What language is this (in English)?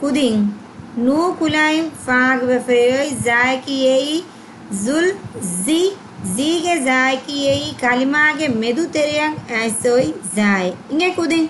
Divehi